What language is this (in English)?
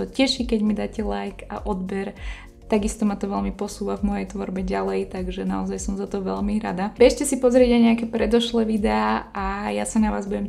Slovak